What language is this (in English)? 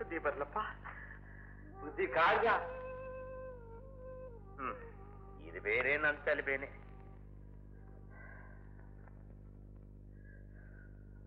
Kannada